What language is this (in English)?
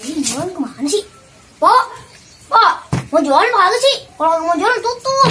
Betawi